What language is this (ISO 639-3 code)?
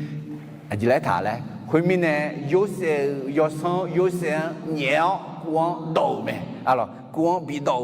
ahk